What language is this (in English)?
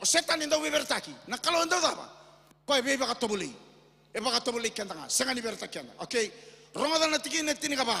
Fijian